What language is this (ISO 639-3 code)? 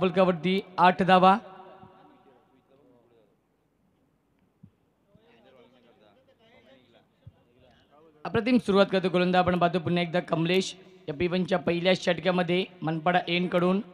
mar